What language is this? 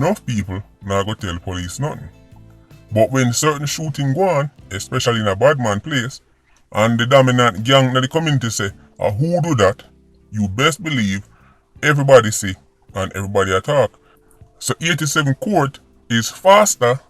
Jamaican Creole English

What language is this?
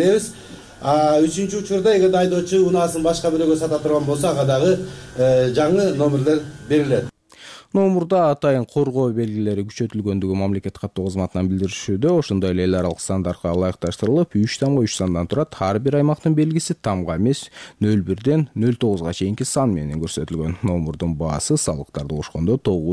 Kyrgyz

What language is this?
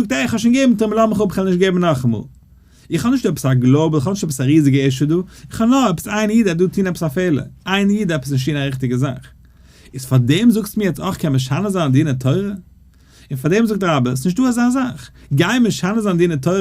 Yiddish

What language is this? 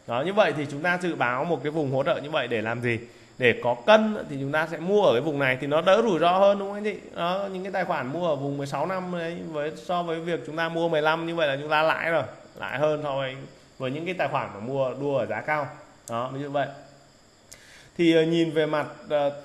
Vietnamese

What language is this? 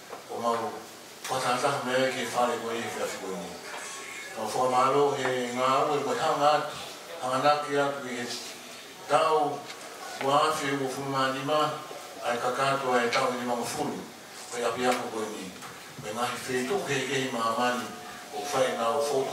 Tongan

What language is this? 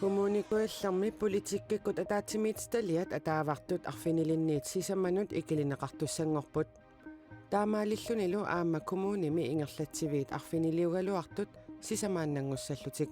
Kalaallisut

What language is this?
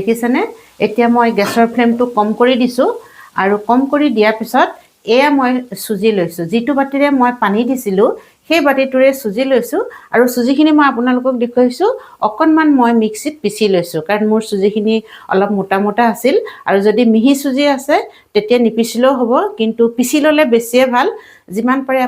Assamese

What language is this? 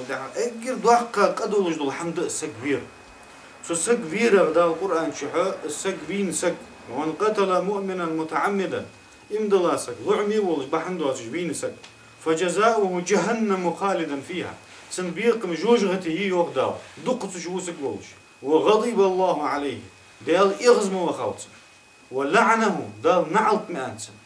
Ingush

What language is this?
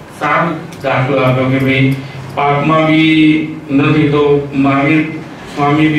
Gujarati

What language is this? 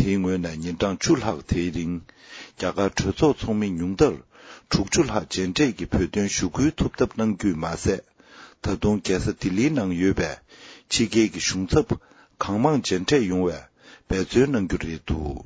Tibetan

